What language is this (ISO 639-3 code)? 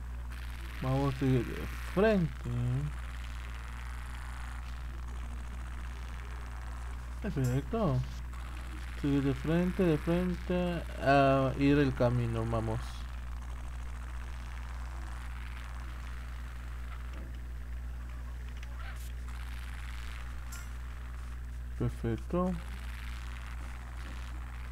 spa